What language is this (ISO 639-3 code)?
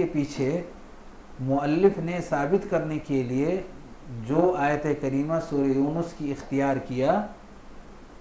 urd